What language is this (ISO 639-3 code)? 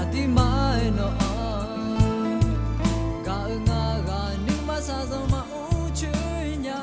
ahk